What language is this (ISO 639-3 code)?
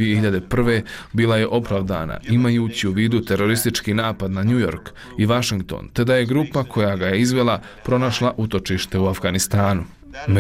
bos